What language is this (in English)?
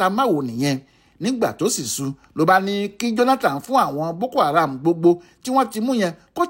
Yoruba